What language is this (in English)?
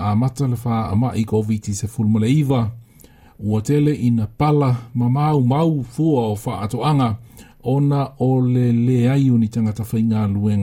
Samoan